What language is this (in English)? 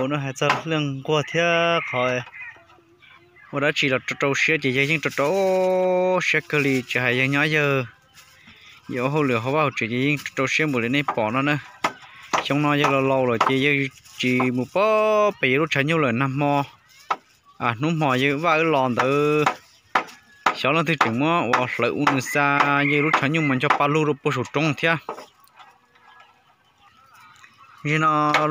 Vietnamese